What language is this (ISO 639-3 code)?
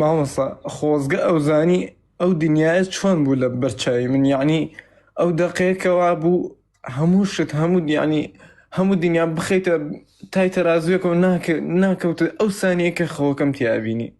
ckb